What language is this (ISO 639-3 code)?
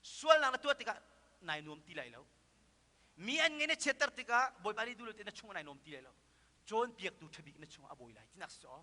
cnh